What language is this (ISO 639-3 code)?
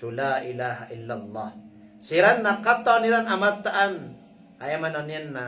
mrw